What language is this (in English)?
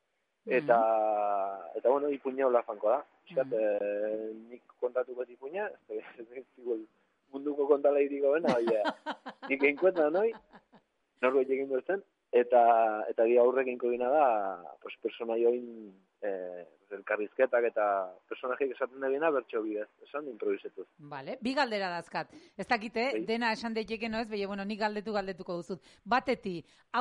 Basque